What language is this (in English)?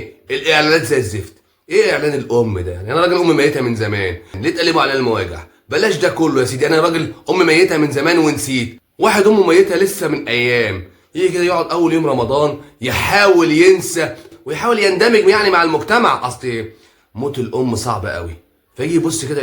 Egyptian Arabic